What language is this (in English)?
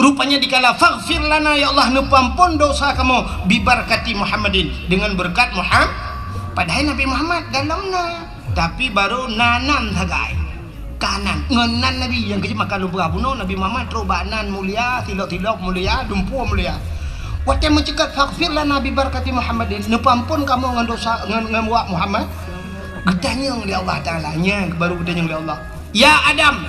Achinese